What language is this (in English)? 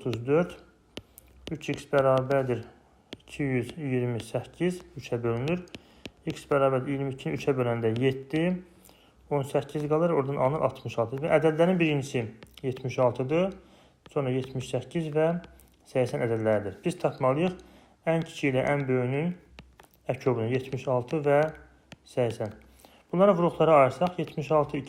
Azerbaijani